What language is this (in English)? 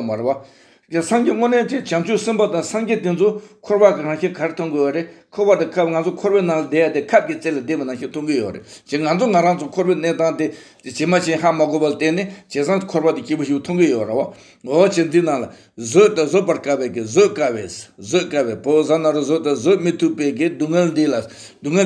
Tibetan